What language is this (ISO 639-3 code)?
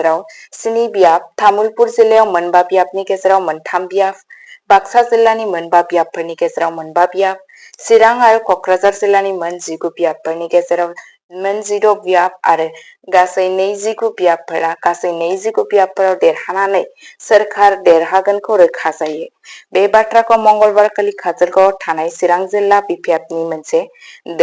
brx